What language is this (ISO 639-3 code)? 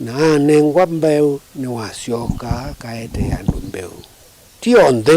kam